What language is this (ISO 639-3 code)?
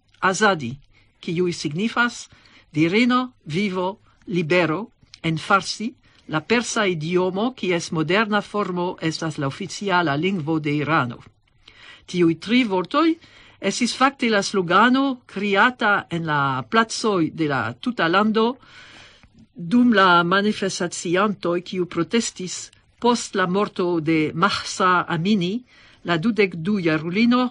epo